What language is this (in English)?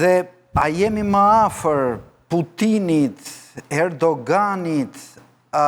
Albanian